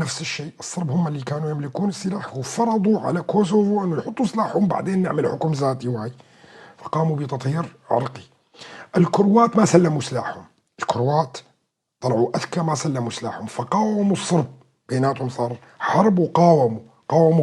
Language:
North Levantine Arabic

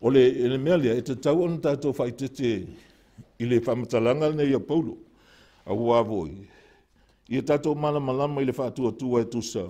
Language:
Samoan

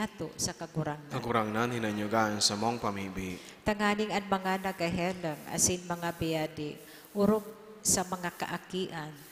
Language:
Bikol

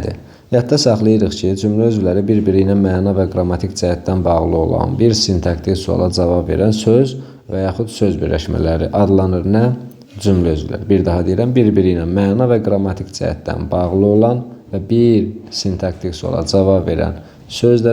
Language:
Azerbaijani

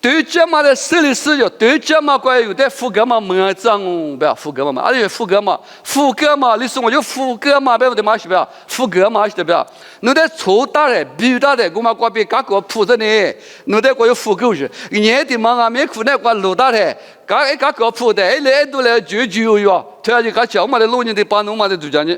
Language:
Lisu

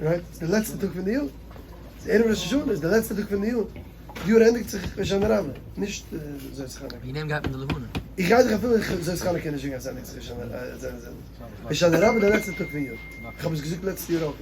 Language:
Yiddish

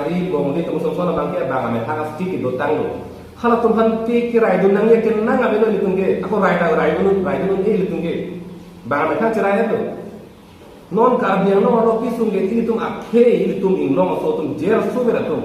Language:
Karbi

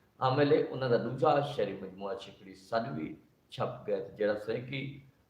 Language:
Saraiki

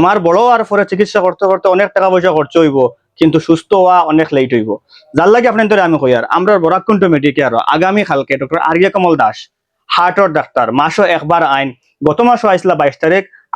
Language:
Sylheti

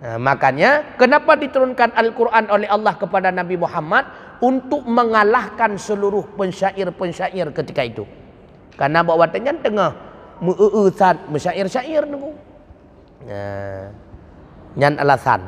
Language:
Achinese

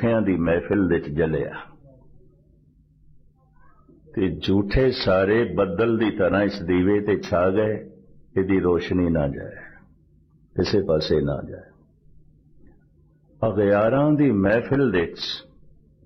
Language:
Punjabi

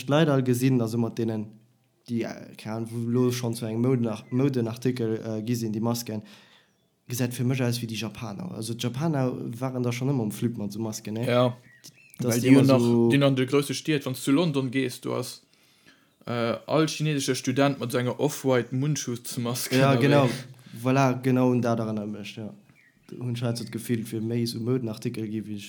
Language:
Luxembourgish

